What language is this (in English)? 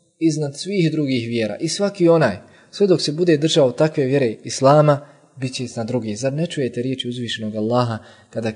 Bosnian